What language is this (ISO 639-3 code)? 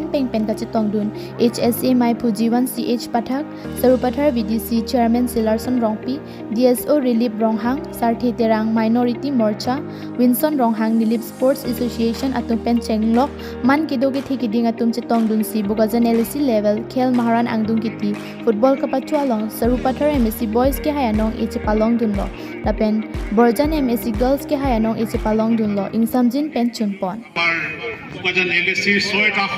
mjw